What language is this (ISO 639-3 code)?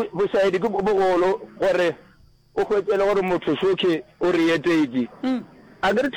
nso